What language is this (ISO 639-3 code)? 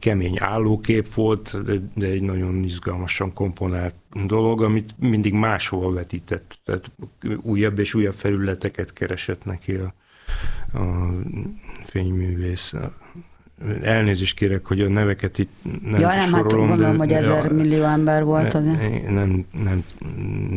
hun